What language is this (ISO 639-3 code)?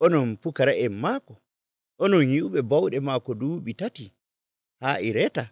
fuv